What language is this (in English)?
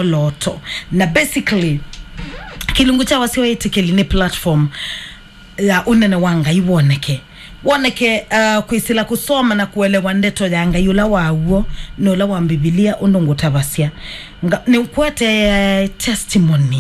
Kamba